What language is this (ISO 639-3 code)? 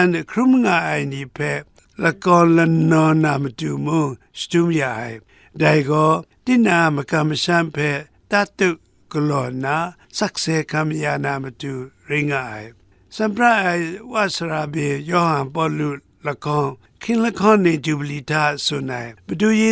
kac